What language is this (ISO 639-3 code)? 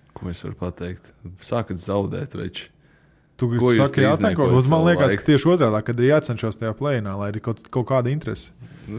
lav